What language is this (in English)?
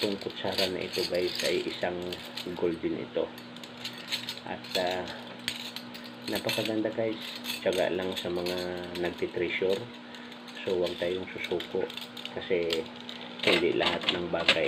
Filipino